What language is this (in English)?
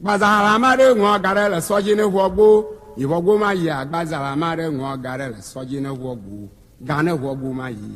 Ewe